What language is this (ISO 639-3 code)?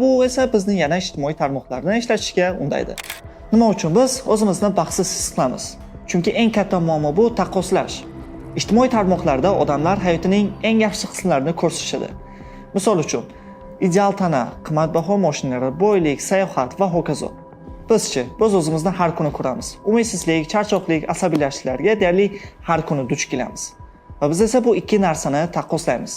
uzb